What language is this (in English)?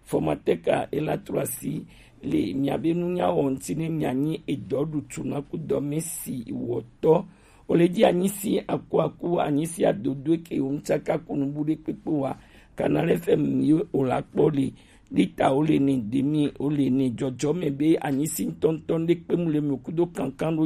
Gen